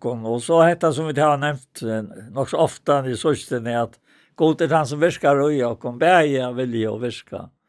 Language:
Faroese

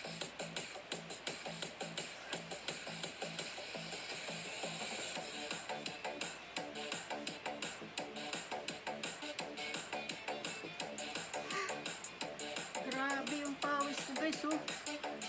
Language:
Filipino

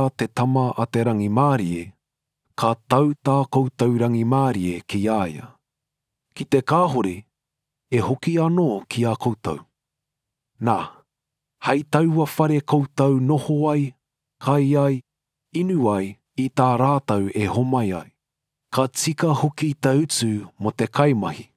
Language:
Māori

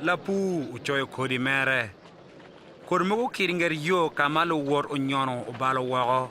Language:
Acoli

